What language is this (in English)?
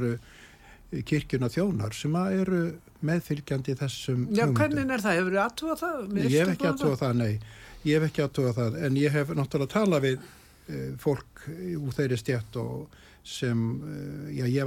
Icelandic